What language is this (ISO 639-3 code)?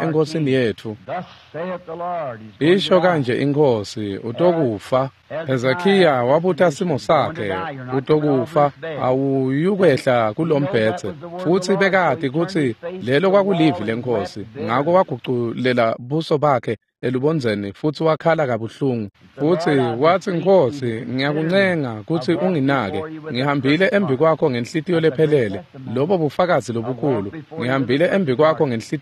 ssw